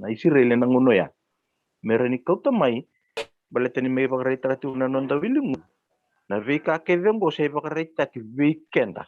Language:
Fijian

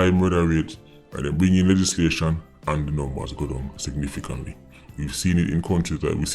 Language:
Jamaican Creole English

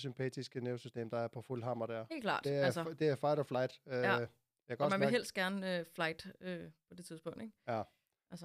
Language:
Danish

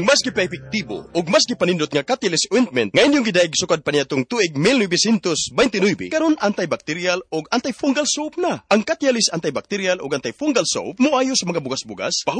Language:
Cebuano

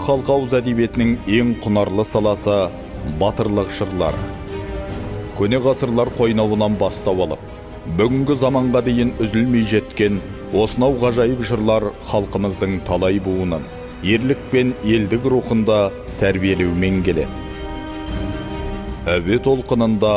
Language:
Kazakh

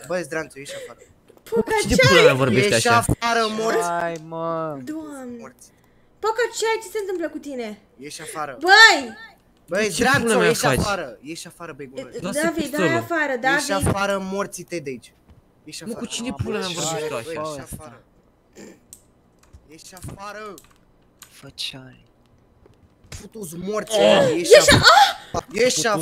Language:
Romanian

